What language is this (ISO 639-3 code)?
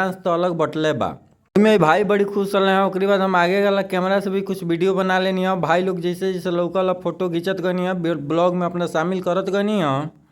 bho